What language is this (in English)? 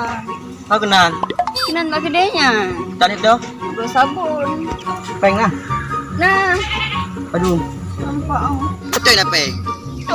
Achinese